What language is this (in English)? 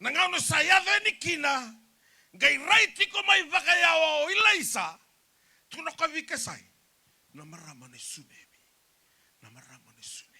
Fijian